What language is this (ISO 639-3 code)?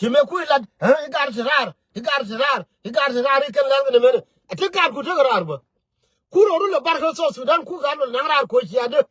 nus